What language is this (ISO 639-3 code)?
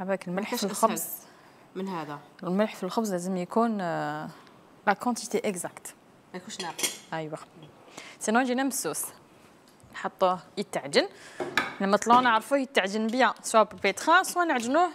arq